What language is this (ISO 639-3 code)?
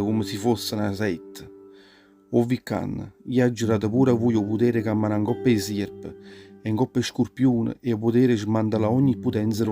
nap